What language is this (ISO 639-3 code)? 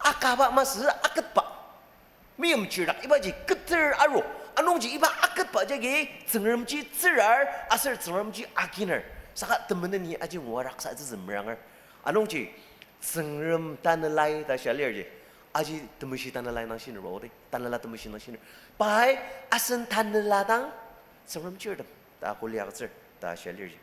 njo